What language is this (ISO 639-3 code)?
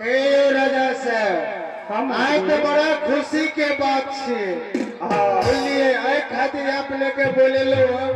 mai